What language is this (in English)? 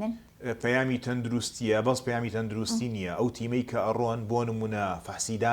Central Kurdish